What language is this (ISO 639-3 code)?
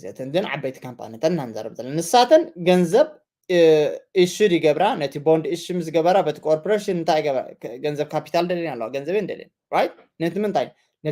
tir